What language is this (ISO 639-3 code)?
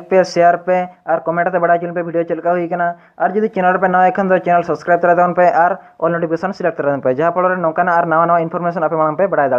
sat